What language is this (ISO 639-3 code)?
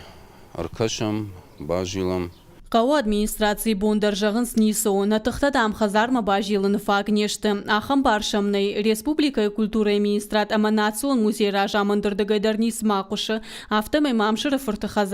oss